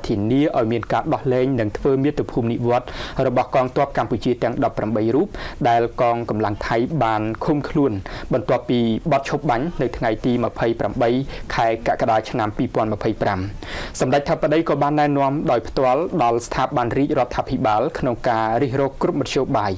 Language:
Khmer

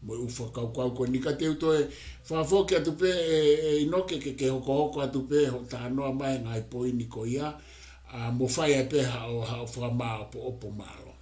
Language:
Tongan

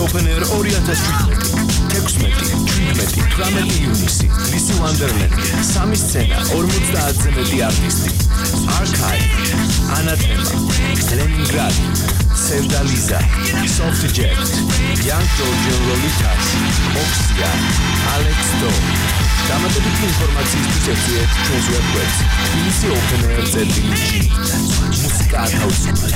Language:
Georgian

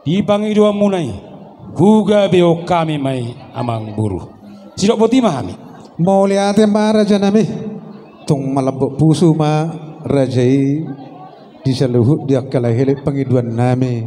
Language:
Batak Toba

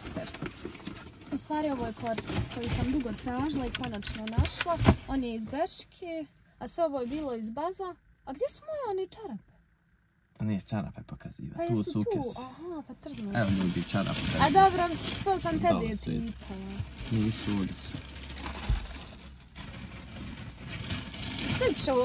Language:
Croatian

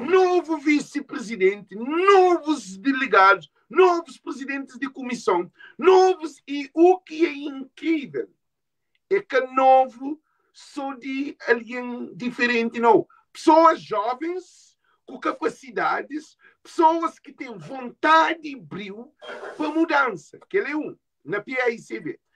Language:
Kabuverdianu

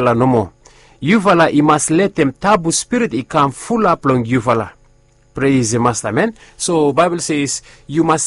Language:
Bislama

